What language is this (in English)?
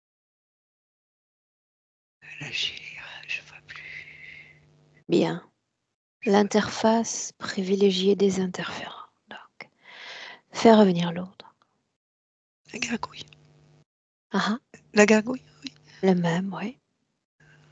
French